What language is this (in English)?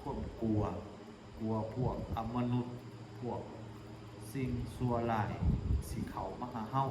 Lao